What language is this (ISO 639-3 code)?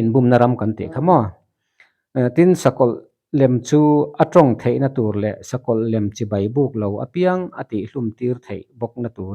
lus